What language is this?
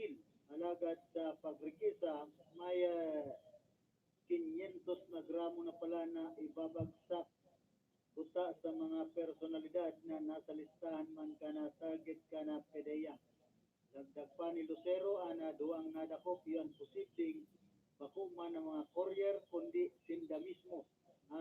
Bikol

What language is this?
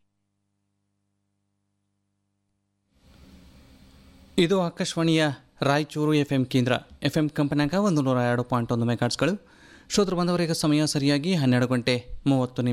Kannada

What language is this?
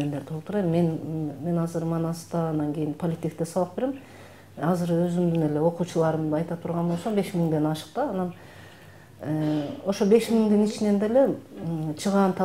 Kyrgyz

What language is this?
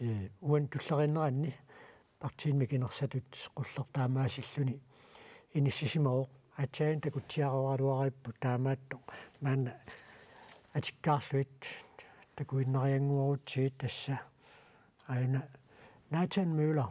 Kalaallisut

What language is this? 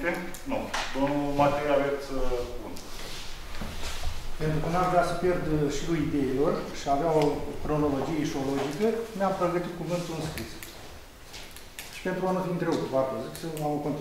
Romanian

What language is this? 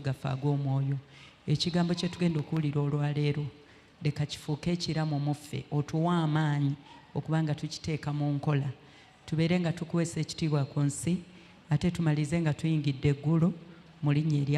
Ganda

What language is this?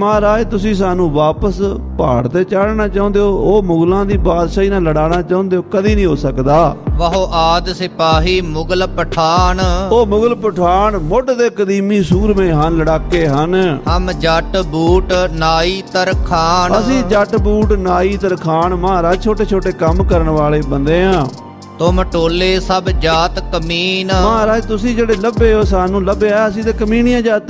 Punjabi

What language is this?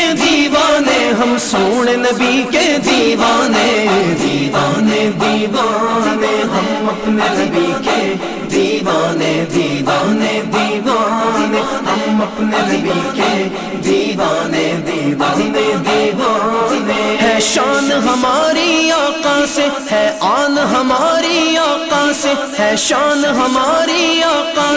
Urdu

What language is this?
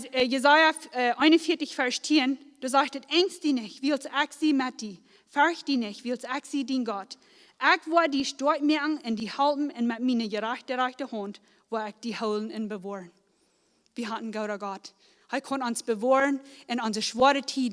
Plautdietsch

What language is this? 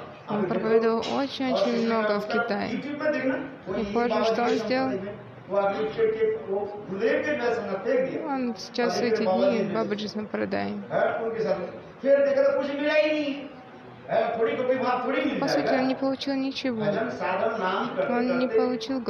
Russian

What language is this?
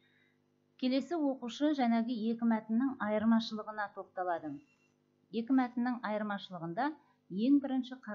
Kazakh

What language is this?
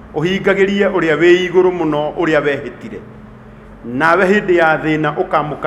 Kikuyu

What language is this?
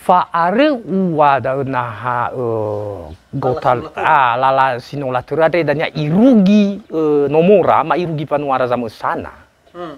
Nias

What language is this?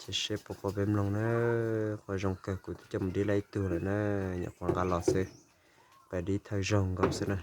Hmong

